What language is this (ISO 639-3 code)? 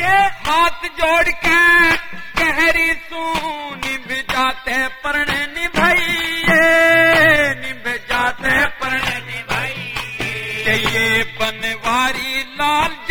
bgc